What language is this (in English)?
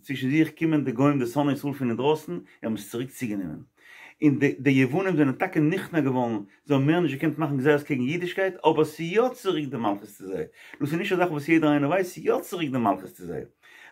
Yiddish